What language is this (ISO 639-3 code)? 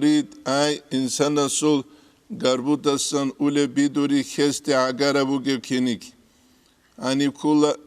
ava